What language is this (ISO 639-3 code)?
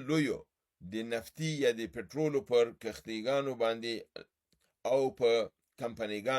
pus